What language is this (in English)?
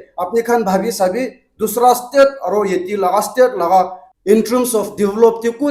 Naga Pidgin